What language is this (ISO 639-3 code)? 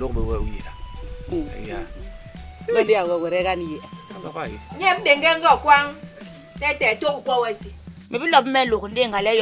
bas